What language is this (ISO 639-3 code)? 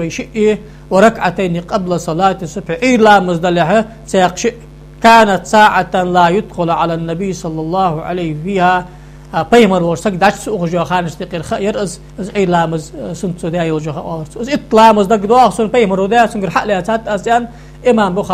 inh